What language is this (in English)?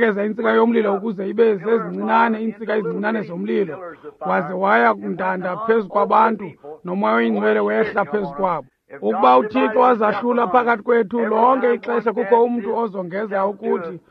Xhosa